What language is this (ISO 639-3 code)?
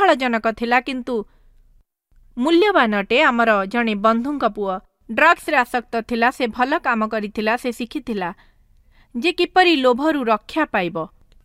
ori